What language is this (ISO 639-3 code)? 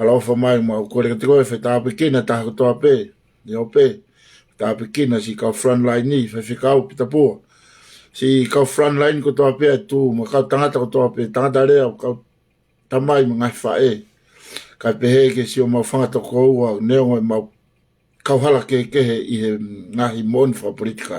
ton